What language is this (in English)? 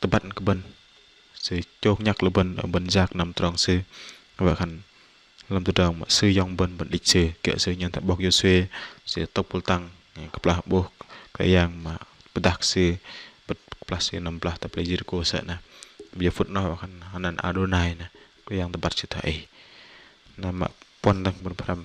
Bahnar